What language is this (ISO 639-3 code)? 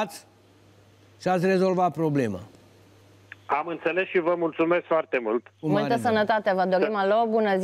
ron